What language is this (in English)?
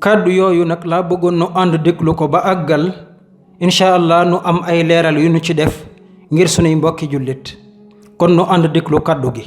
Wolof